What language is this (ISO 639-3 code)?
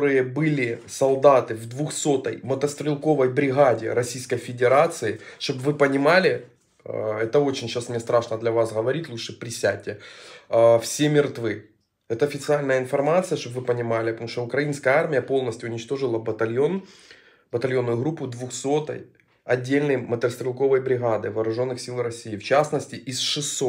rus